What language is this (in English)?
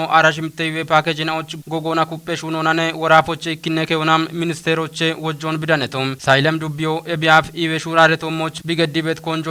Kafa